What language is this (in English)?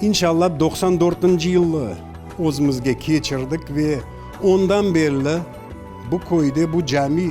Crimean Tatar